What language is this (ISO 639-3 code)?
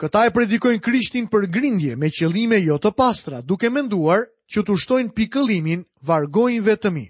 sqi